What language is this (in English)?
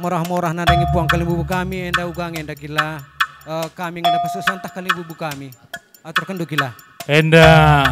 Batak Karo